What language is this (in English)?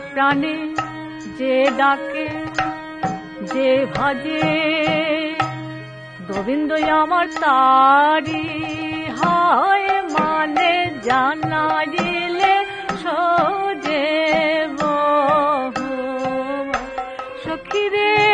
Bangla